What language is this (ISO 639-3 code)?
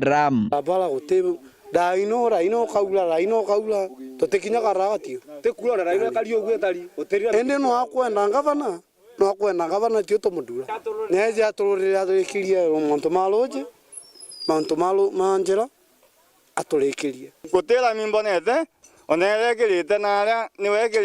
mer